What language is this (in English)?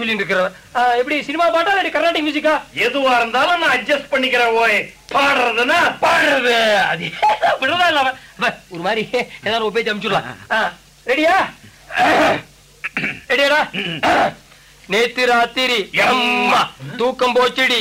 Tamil